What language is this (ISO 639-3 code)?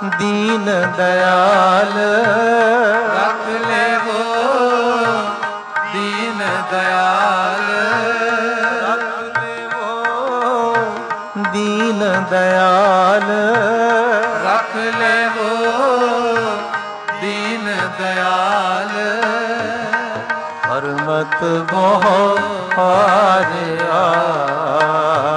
pan